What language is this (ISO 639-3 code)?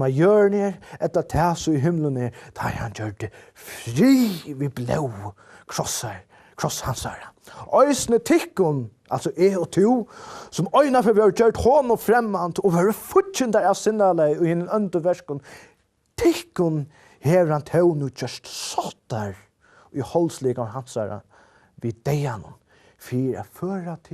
fao